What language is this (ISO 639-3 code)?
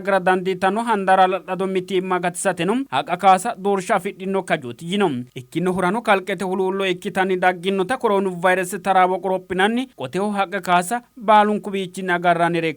sid